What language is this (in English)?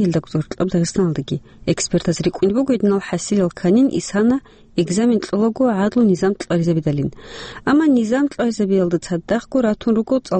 Avaric